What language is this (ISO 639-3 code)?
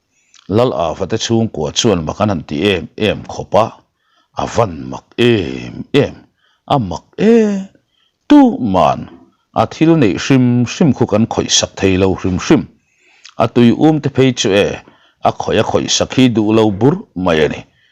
lus